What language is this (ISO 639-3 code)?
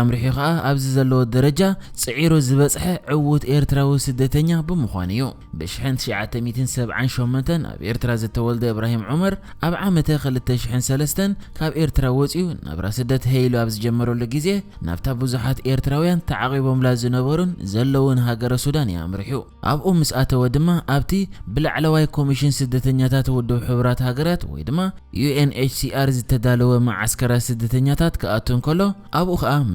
tir